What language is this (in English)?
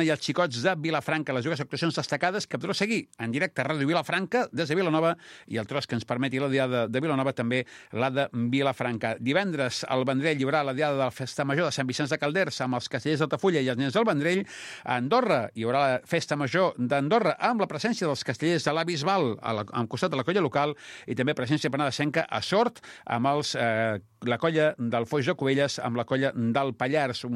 Catalan